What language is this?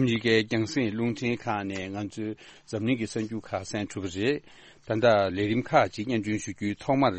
Tibetan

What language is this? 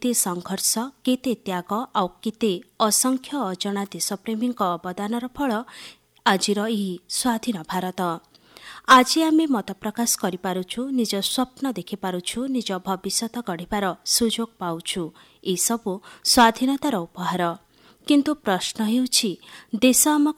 Odia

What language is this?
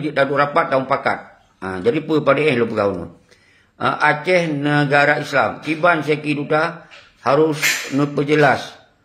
Achinese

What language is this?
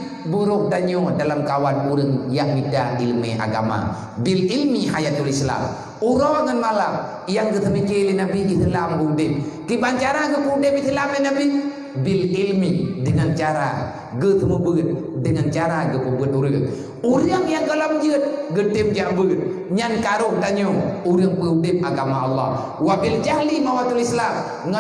Achinese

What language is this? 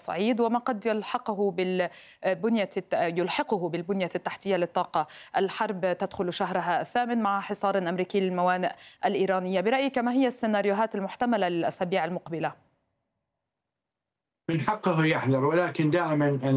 Arabic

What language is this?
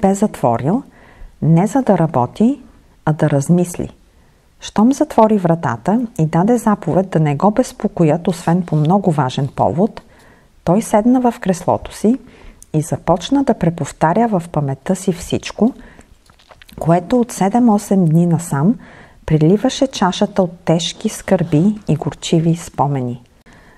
Bulgarian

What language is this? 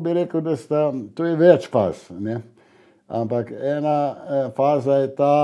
Slovenian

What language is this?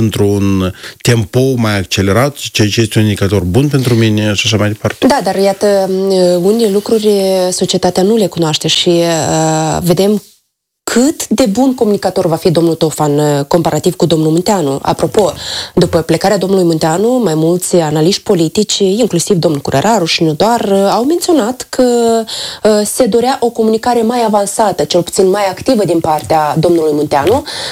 Romanian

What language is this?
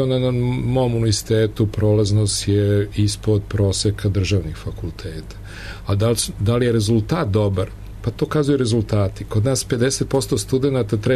Serbian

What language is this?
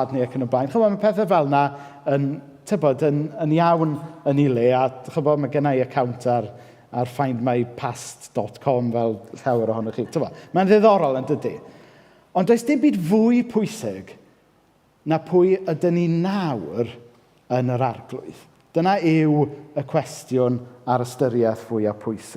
Welsh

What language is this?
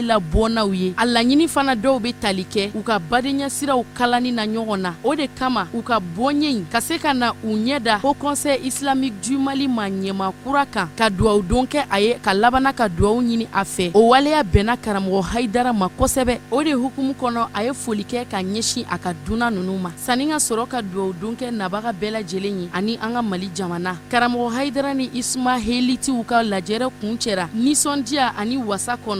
Bambara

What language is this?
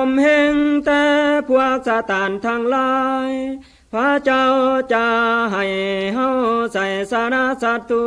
Lao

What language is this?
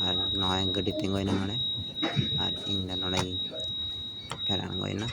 Santali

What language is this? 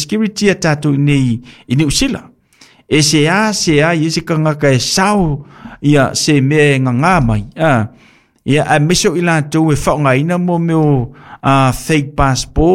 Samoan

